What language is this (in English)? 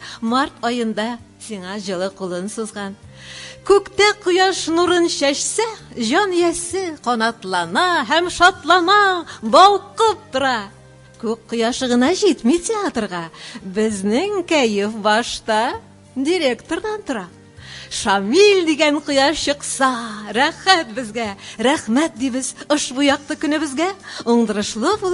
Tatar